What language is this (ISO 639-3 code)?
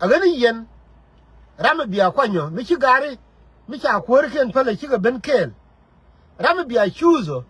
nus